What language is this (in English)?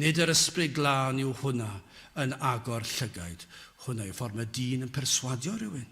Welsh